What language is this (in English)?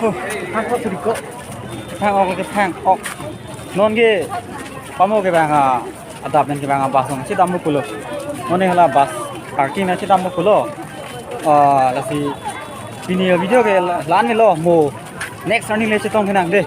Karbi